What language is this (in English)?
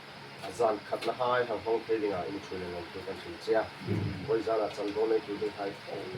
Hmar